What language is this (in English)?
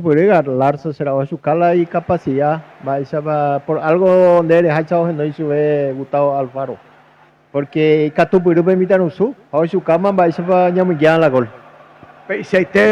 Guarani